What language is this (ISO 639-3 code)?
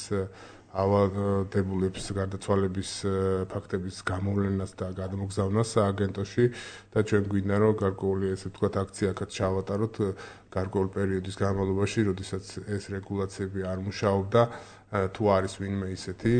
kat